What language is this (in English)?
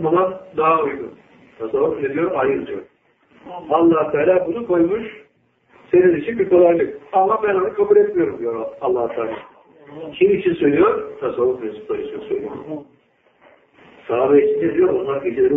Turkish